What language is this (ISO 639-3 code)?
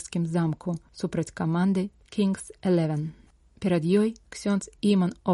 bel